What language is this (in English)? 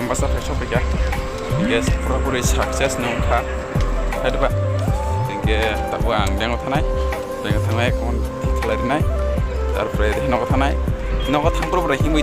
Kok Borok